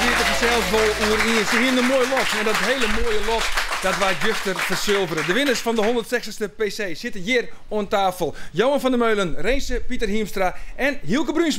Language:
Western Frisian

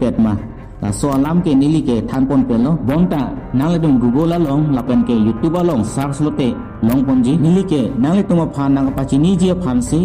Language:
Karbi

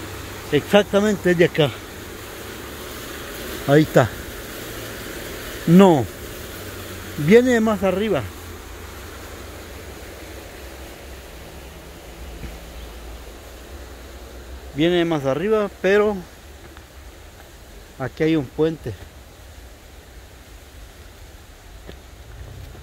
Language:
Spanish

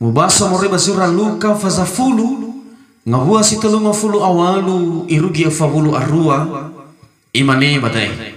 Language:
Nias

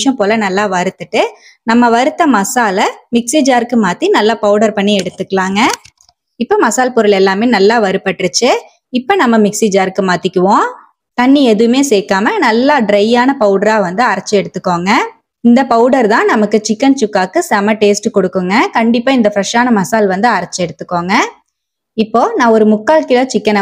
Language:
Tamil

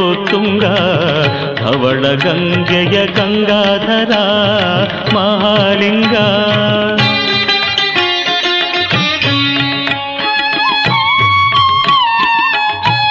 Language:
Kannada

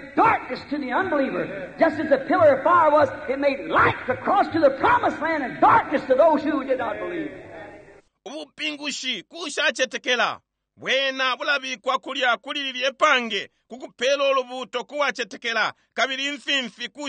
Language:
Bemba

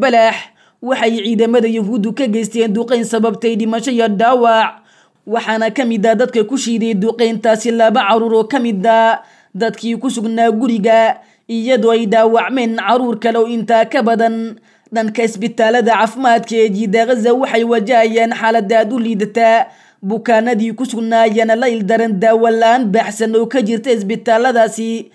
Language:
Somali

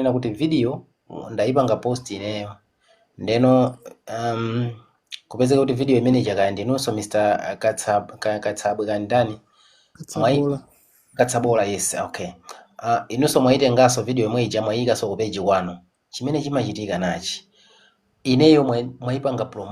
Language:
Nyanja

